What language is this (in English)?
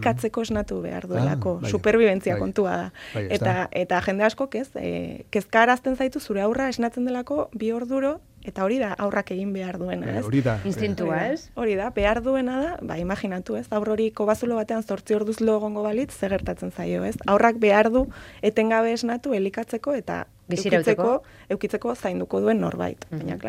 Basque